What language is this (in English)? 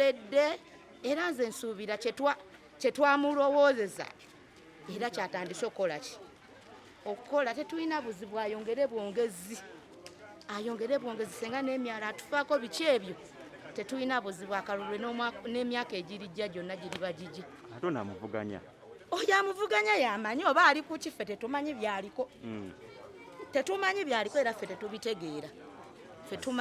Ganda